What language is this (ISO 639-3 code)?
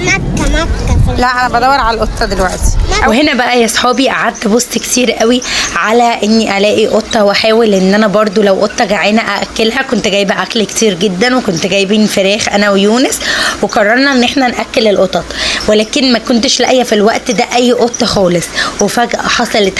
arz